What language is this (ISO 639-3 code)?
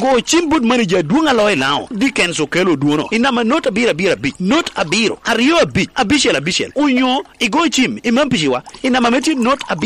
laj